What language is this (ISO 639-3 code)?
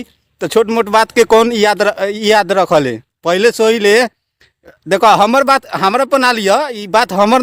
bho